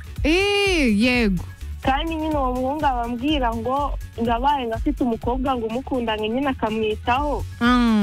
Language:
Kinyarwanda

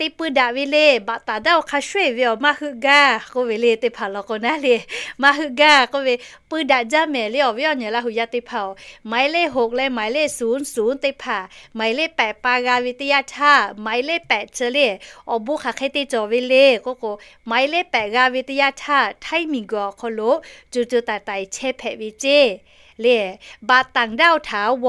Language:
Lahu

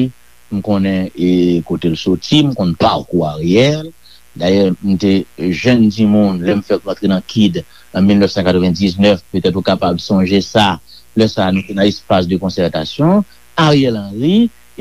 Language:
Haitian Creole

